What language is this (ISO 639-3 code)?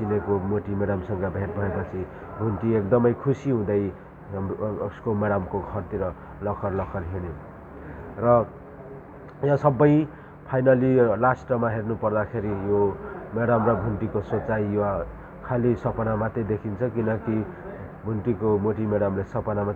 nep